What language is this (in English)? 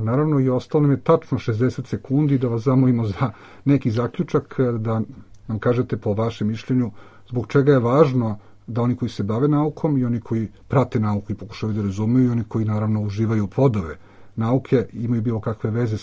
Serbian